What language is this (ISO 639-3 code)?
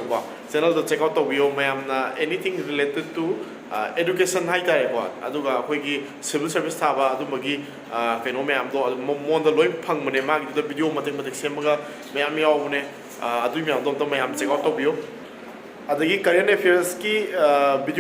mni